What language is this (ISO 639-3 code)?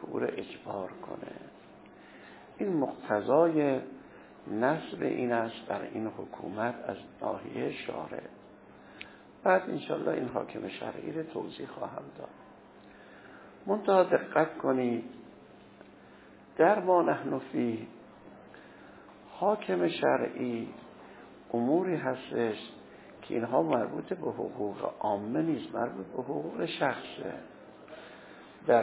fas